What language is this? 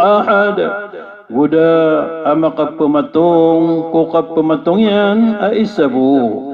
Maranao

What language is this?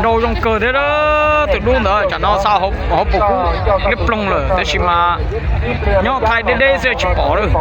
Hmong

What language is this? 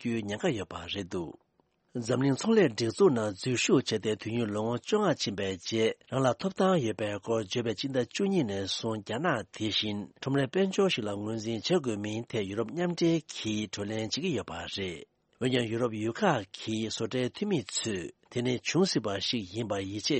Tibetan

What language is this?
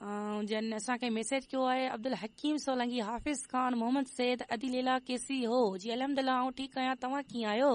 Sindhi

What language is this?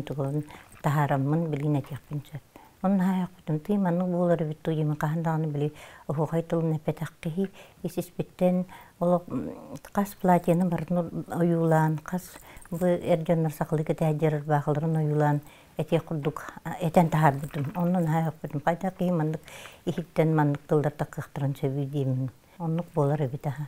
Yakut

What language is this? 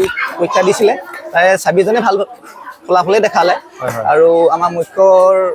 Assamese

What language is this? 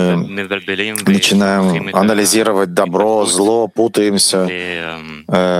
Russian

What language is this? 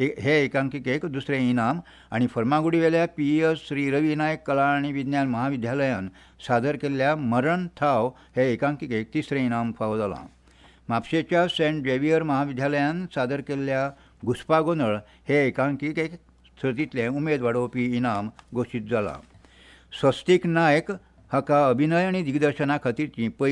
Konkani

